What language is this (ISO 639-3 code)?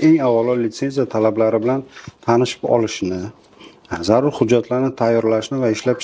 uzb